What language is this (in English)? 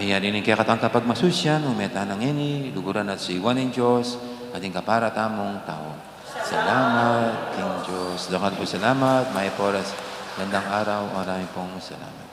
Pampanga